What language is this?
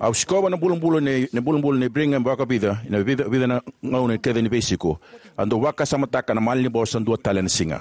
Fijian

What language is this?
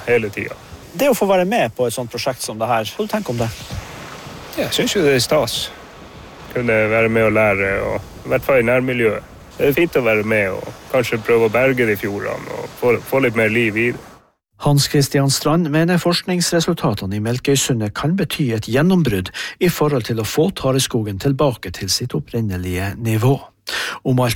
Norwegian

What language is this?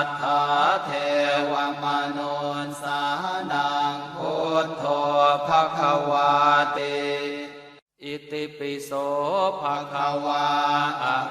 Pali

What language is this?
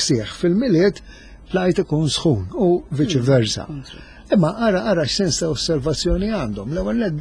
Maltese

